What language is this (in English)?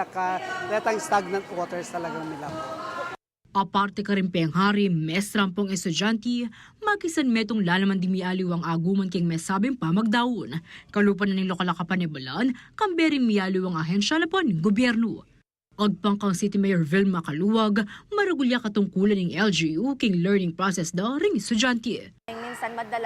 Pampanga